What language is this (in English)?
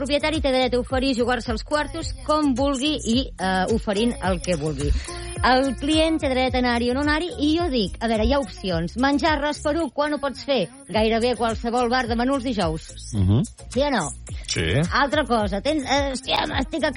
Catalan